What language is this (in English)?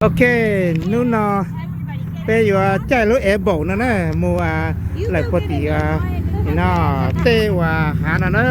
Hmong